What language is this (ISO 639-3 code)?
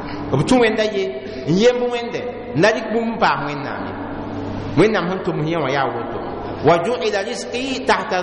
mos